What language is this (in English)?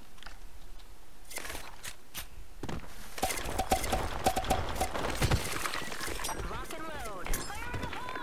Malay